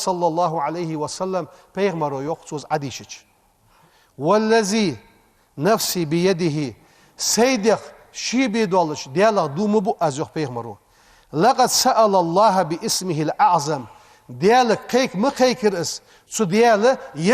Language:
Ingush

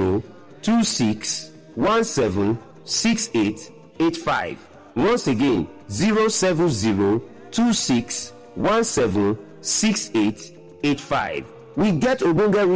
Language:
Nigerian Pidgin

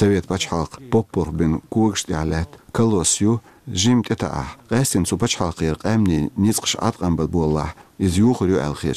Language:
Chechen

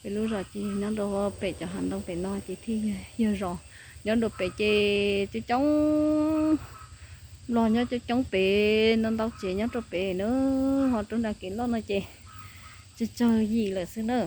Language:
Hmong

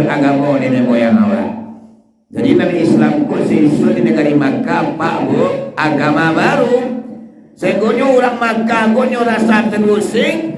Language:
Minangkabau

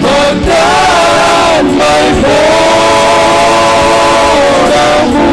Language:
Batak Simalungun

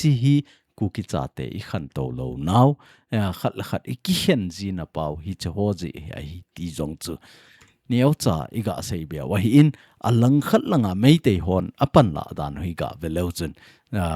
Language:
Thado Chin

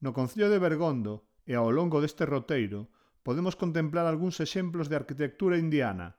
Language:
Galician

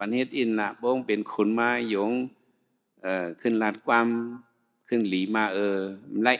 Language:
Shan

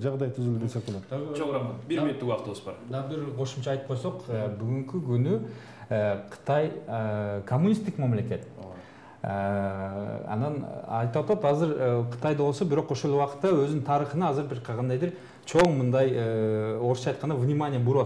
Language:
Kyrgyz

